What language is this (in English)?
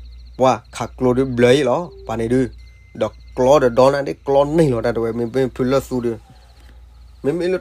S'gaw Karen